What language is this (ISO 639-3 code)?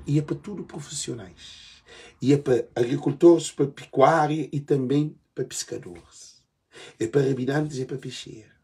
kea